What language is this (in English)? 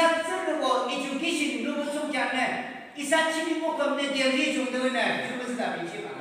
Yimchungru Naga